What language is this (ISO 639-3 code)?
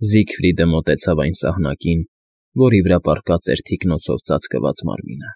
hye